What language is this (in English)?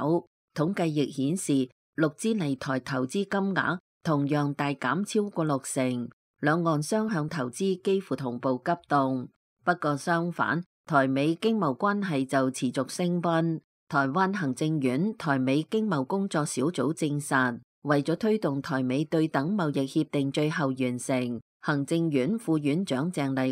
Cantonese